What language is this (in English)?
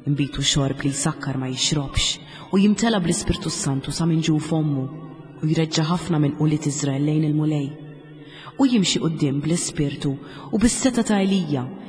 Maltese